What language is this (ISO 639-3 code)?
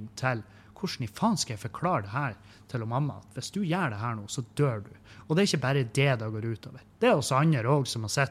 nor